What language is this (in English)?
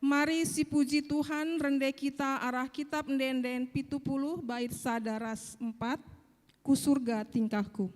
Batak Karo